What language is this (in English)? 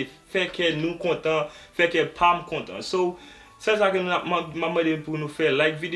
Haitian Creole